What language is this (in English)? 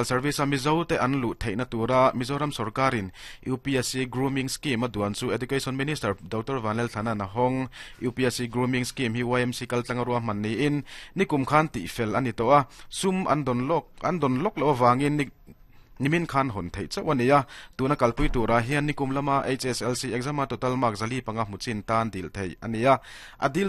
Mizo